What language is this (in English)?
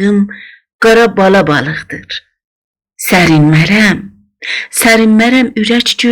South Azerbaijani